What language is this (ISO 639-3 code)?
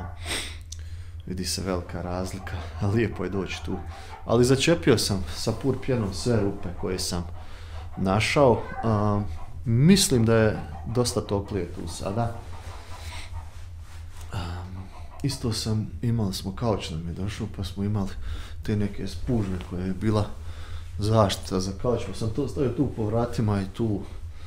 hrv